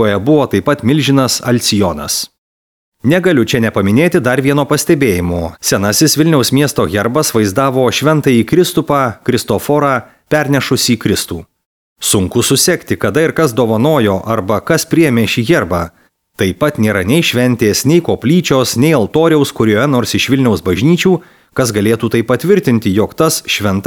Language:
Lithuanian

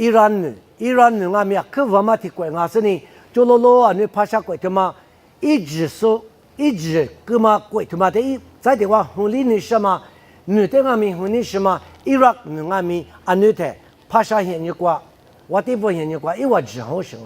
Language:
Lisu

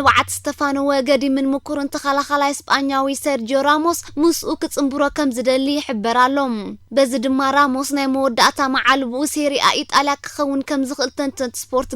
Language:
Tigrinya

